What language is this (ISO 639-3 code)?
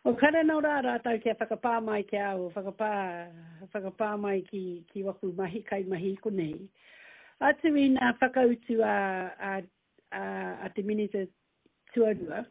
mri